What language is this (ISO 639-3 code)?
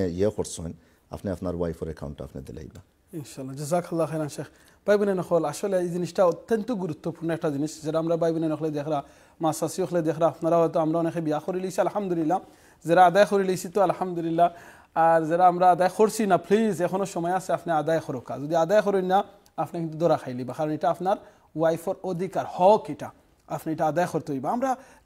syl